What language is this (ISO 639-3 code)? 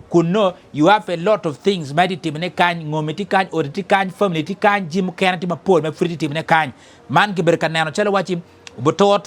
ach